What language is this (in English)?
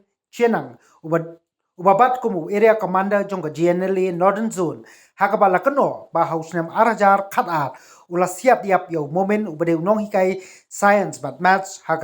Khasi